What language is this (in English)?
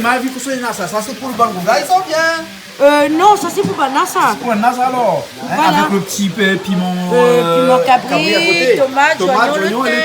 Réunion Creole French